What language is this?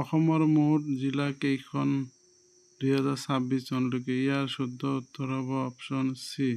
Assamese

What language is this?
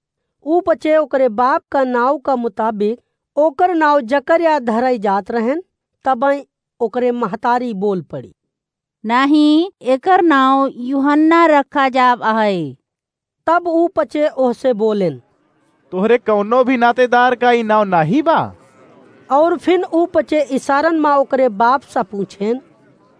Awadhi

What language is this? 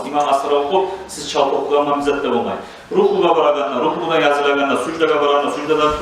Kumyk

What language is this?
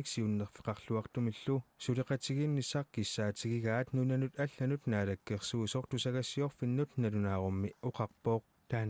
Kalaallisut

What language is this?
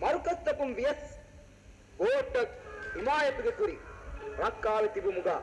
Divehi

